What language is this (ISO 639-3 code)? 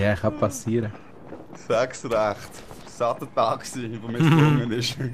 gsw